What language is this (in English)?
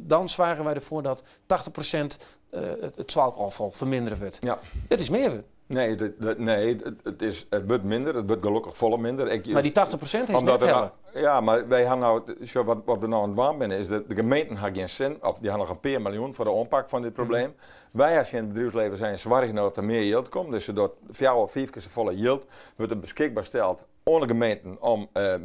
Western Frisian